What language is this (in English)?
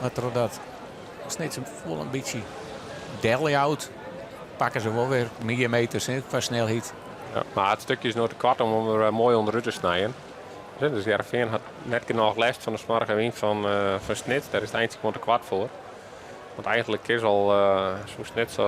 Western Frisian